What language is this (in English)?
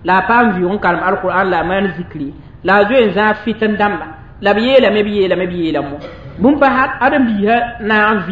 Mossi